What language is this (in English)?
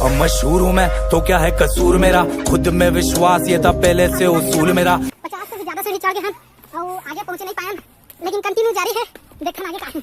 Chhattisgarhi